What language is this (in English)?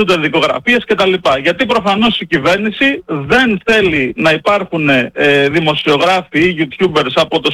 Greek